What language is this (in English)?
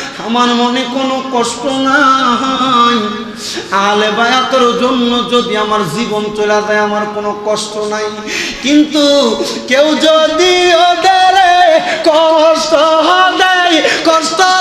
Bangla